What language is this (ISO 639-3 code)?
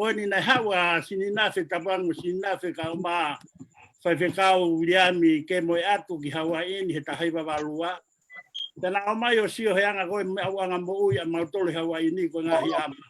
ton